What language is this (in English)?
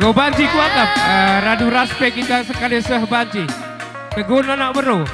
Batak Karo